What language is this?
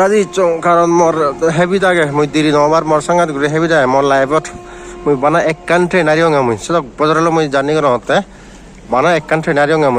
Chakma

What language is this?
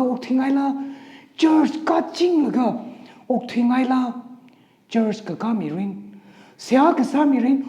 Tangkhul Naga (India)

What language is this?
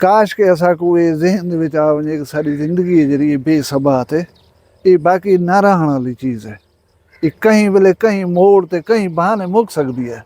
Saraiki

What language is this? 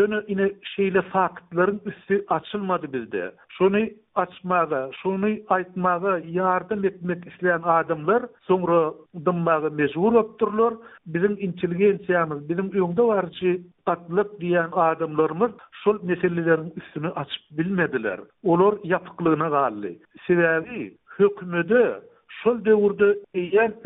Turkmen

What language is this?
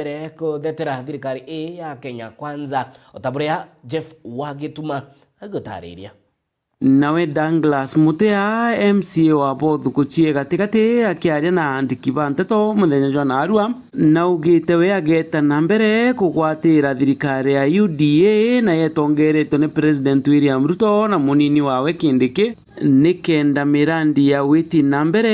Meru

